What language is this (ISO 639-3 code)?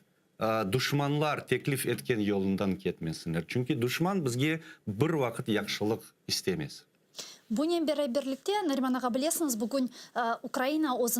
crh